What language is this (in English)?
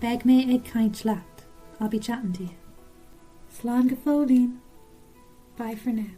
Irish